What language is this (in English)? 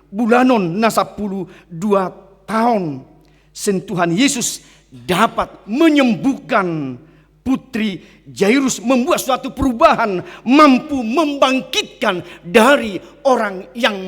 Batak Toba